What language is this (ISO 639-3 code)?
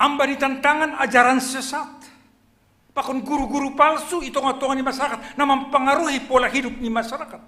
bts